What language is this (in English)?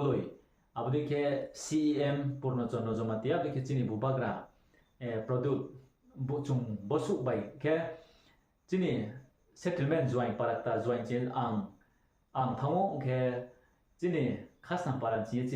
Riang (India)